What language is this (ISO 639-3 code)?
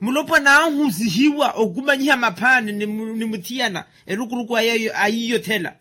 vmw